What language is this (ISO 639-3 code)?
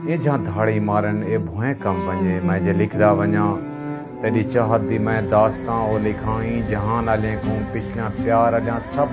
skr